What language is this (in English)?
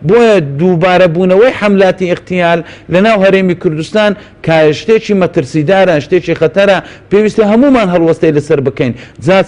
Central Kurdish